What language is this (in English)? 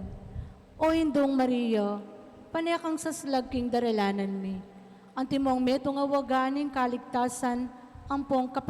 Pampanga